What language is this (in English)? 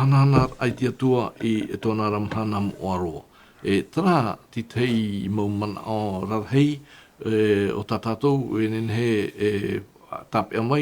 Tahitian